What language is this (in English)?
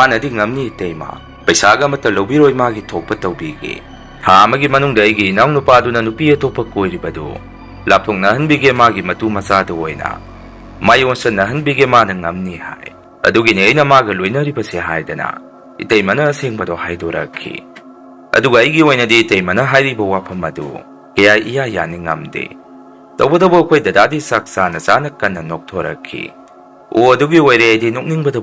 Manipuri